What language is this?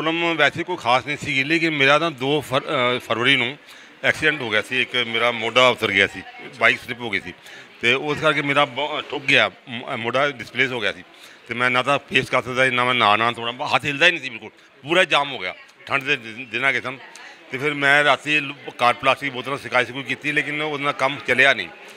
Punjabi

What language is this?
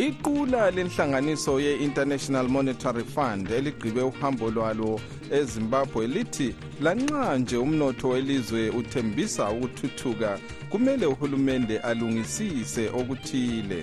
North Ndebele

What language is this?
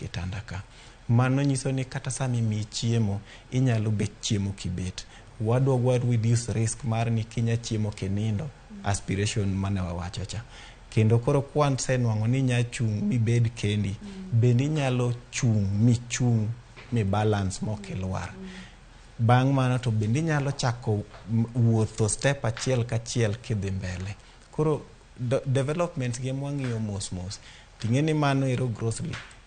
Luo (Kenya and Tanzania)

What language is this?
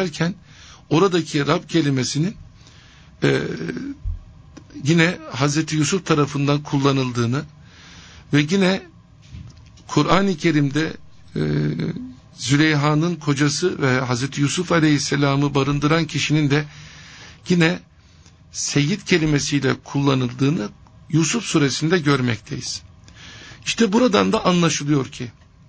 Turkish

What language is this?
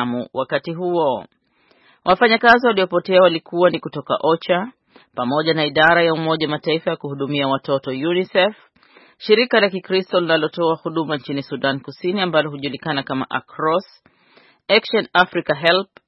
Swahili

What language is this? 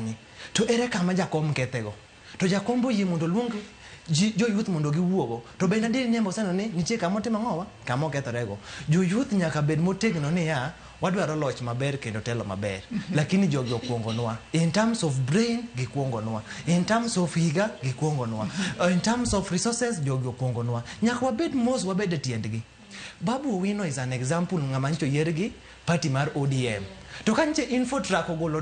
Luo (Kenya and Tanzania)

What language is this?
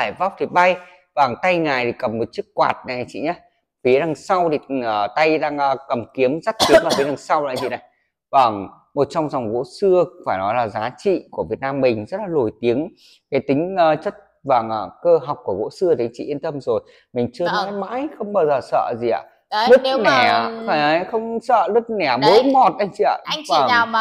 Vietnamese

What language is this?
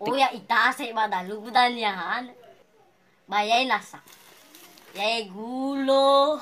Nias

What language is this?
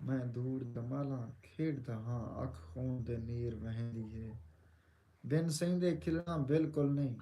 Saraiki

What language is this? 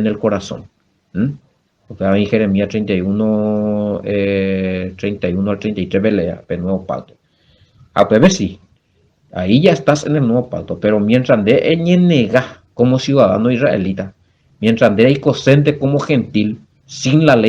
Guarani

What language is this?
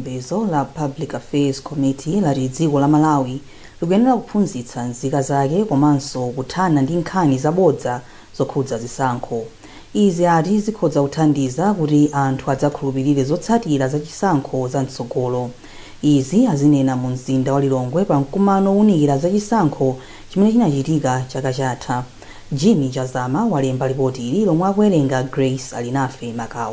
Nyanja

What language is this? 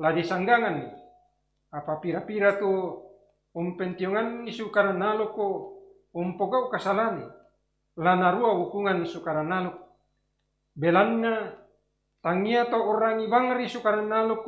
Toraja-Sa'dan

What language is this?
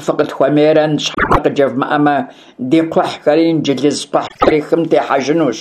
Kabardian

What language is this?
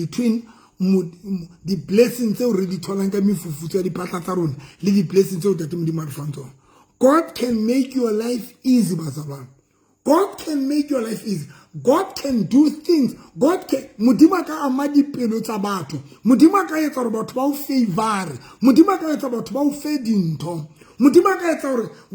Southern Sotho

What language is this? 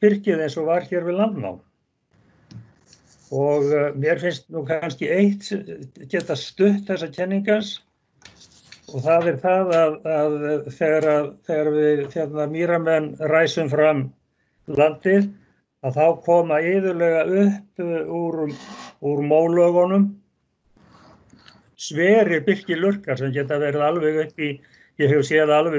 Icelandic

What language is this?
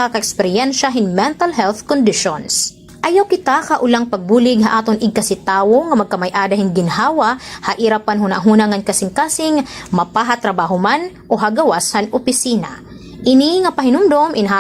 Waray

